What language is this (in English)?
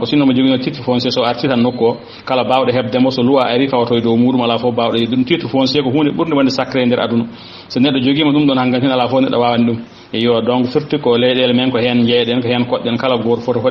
Fula